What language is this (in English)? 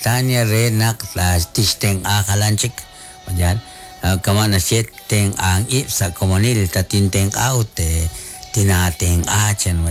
Kekchí